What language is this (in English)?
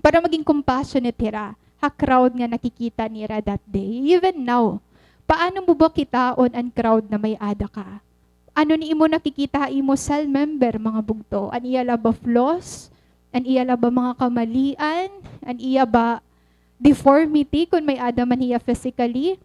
Waray